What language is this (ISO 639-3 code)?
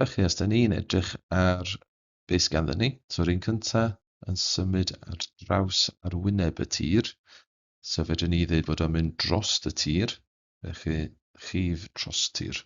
cym